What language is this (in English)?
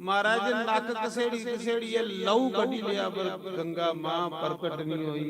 Dogri